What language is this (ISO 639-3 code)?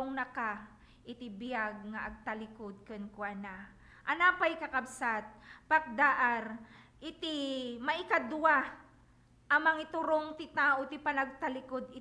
ilo